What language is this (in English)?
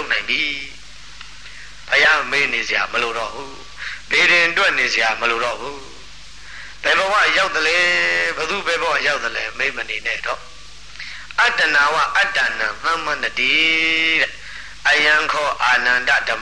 Burmese